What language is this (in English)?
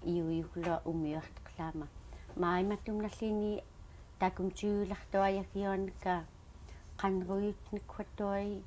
Central Yupik